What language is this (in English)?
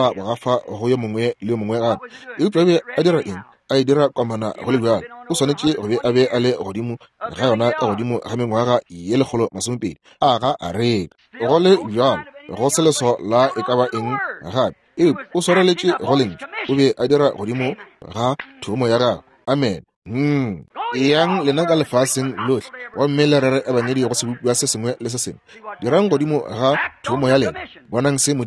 Northern Sotho